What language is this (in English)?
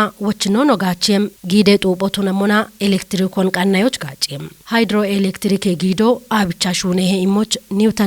Kafa